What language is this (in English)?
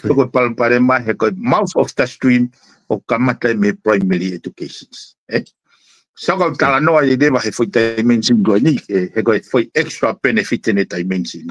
Tongan